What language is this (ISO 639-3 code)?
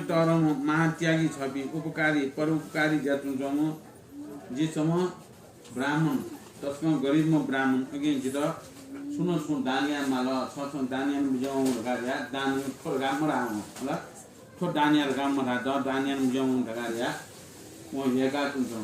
new